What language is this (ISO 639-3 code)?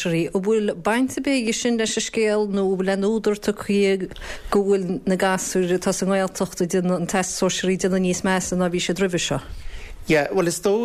gle